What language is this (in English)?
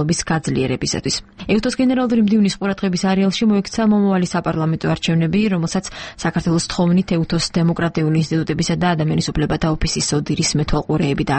Georgian